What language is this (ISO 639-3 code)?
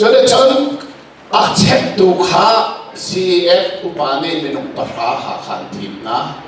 cnh